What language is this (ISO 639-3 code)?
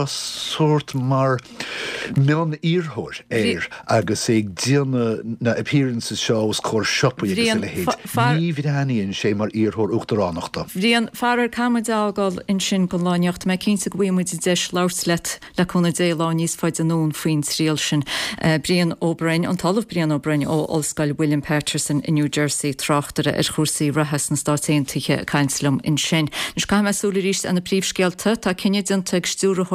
gle